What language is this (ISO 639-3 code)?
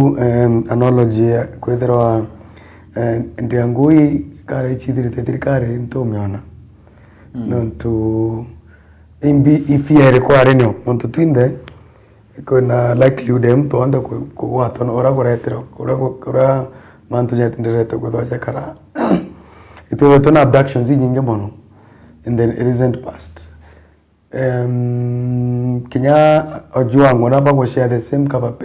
mer